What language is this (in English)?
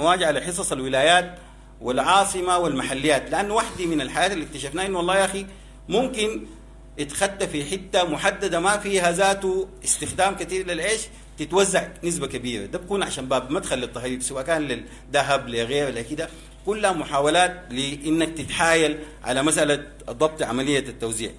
Sudanese Arabic